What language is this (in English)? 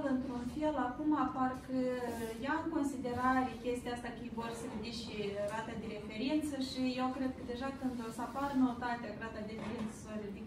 Romanian